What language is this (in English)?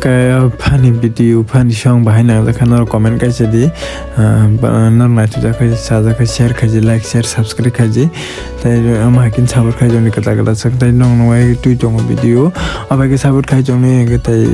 Kok Borok